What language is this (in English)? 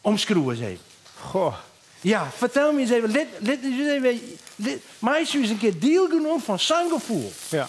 Western Frisian